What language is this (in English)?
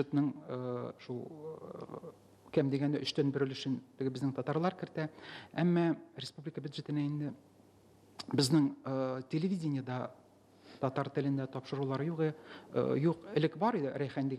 Tatar